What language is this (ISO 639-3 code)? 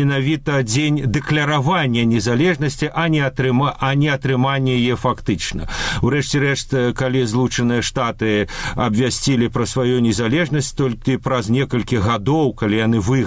bel